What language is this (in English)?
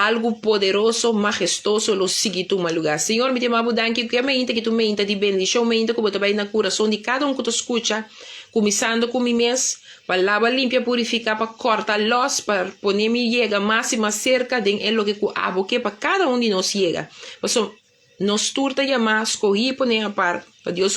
Papiamento